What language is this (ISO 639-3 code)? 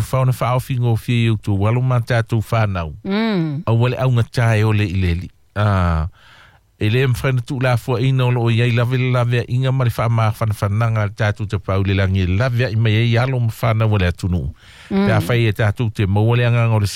smo